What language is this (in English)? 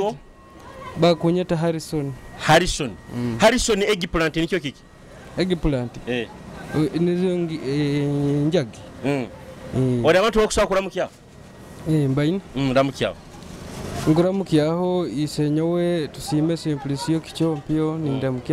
Nyoro